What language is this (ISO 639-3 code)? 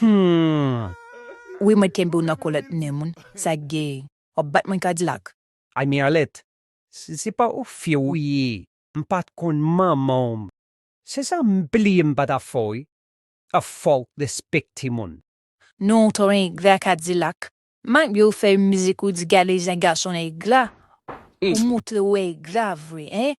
hat